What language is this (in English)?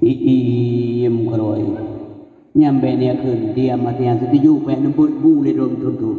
Achinese